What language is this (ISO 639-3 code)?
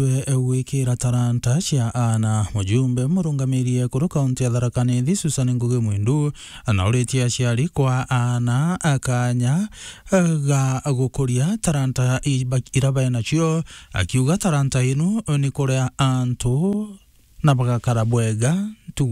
mer